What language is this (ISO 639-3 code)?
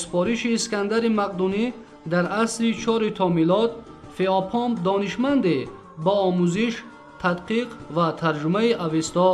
tgk